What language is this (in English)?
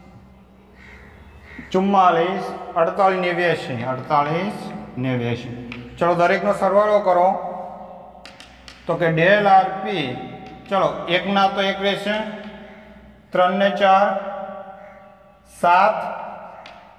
Gujarati